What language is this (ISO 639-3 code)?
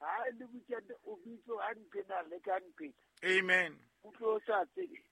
sot